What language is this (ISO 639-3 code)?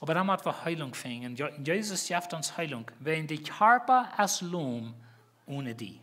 pdt